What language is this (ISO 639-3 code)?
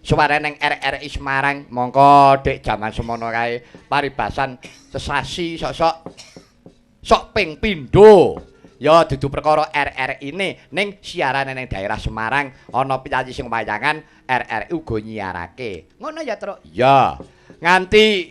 jav